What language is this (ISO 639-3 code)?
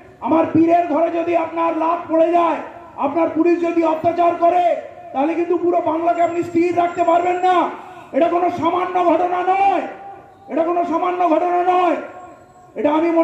ben